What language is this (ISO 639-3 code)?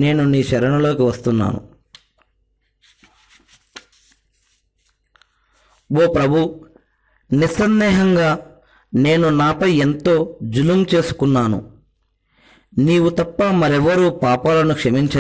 tel